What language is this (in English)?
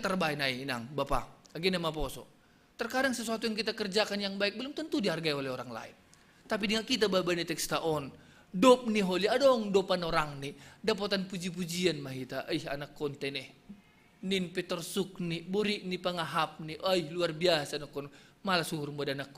Batak Simalungun